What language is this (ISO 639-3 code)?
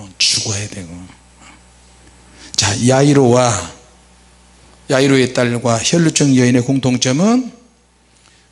kor